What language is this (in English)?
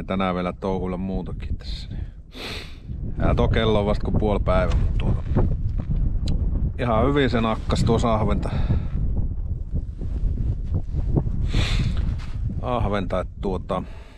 Finnish